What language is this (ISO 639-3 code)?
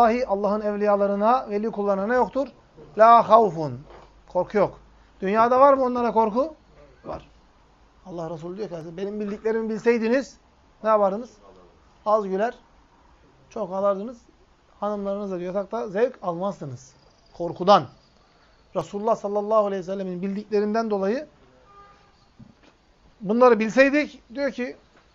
tur